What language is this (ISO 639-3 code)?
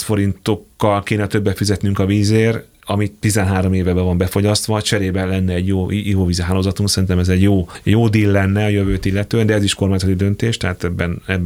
hun